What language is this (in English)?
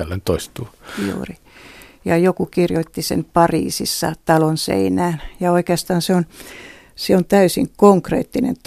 Finnish